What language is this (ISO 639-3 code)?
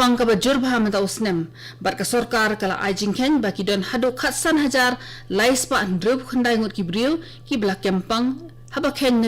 kha